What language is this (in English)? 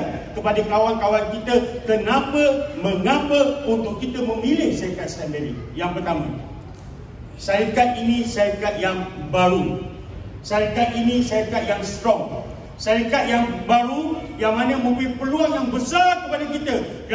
Malay